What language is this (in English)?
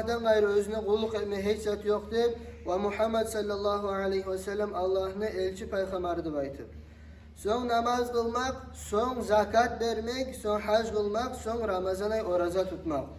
Kumyk